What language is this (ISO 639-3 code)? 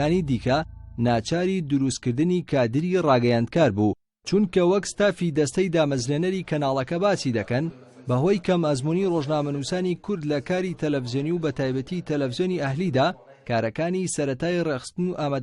ckb